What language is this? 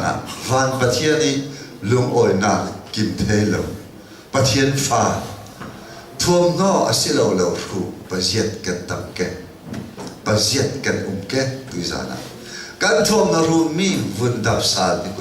Hakha Chin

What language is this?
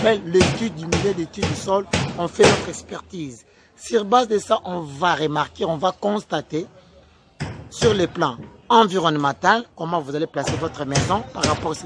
French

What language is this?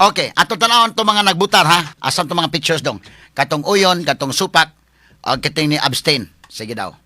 Cebuano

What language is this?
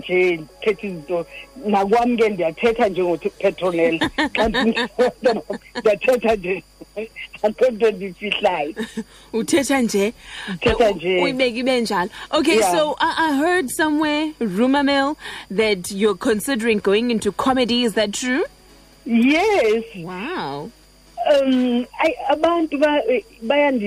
Xhosa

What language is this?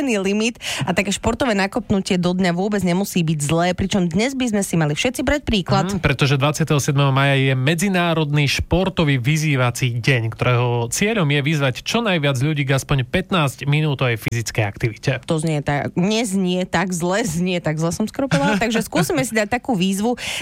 Slovak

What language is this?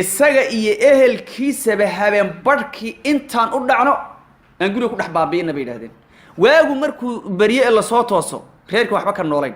Somali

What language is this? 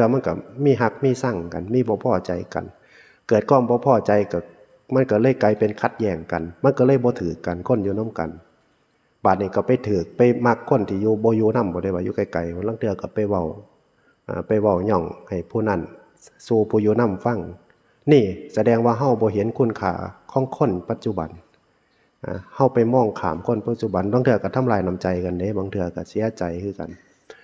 Northeastern Thai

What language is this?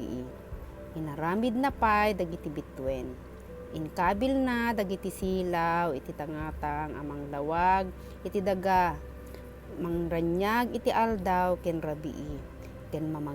Iloko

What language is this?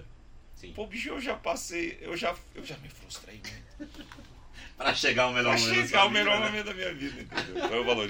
Portuguese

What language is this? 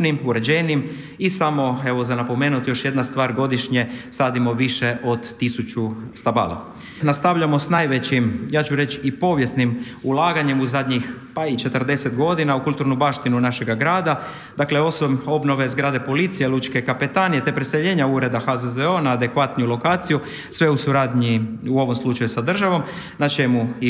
Croatian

